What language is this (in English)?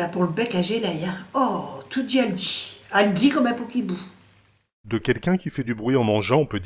Picard